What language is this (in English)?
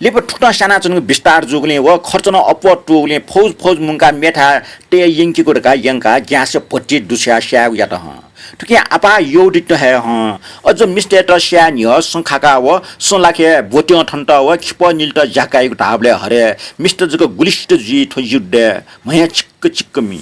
Newari